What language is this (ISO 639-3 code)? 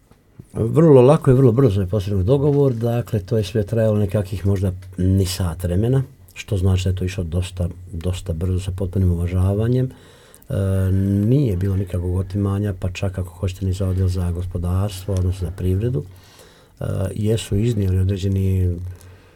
hrv